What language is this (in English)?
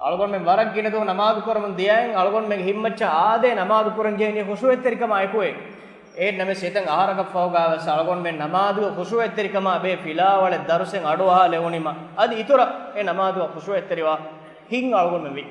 Divehi